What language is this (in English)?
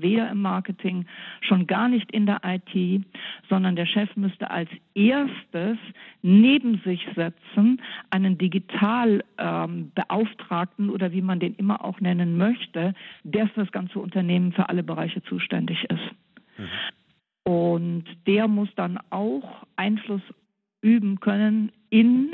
German